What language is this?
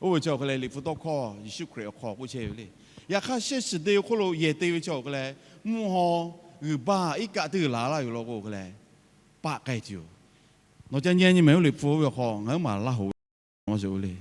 Lahu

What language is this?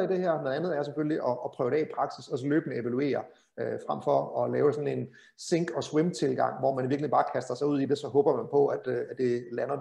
Danish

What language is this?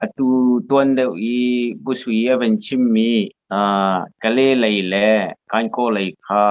Hakha Chin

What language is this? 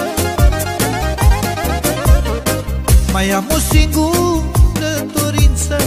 Romanian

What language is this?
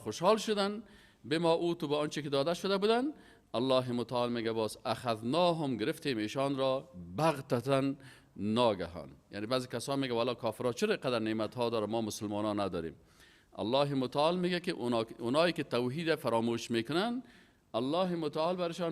Persian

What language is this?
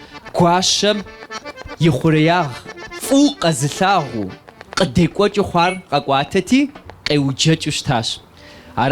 Kabardian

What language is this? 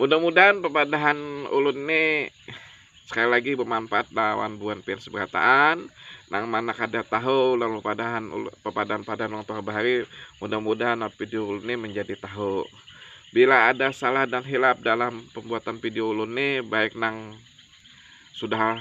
Banjar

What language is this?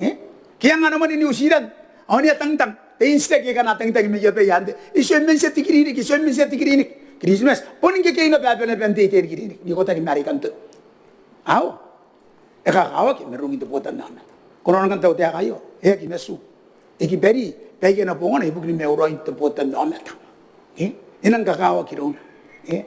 Gilbertese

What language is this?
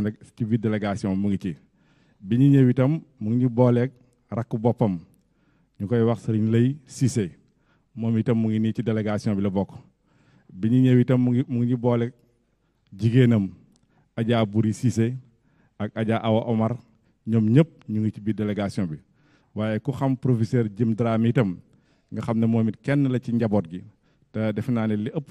Wolof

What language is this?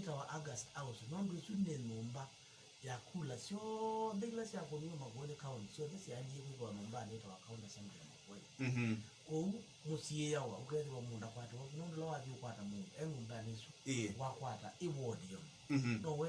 Kamba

